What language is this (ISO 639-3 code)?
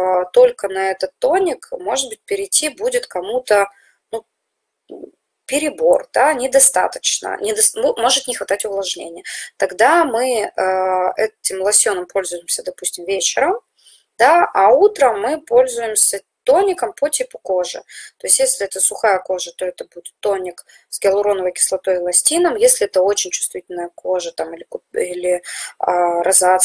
rus